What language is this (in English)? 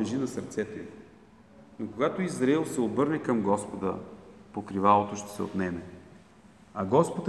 Bulgarian